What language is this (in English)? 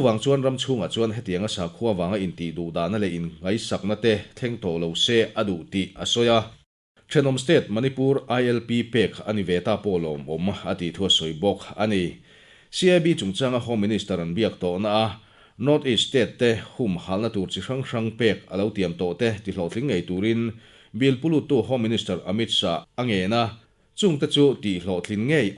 Mizo